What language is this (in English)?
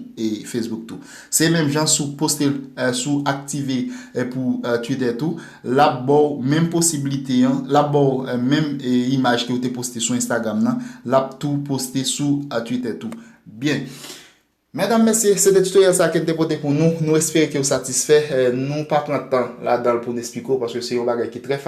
Haitian Creole